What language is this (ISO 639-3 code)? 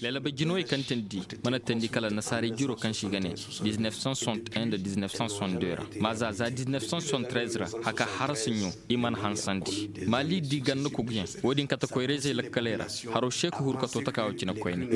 ses